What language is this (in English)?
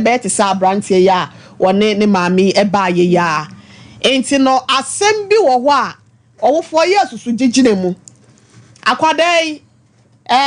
Akan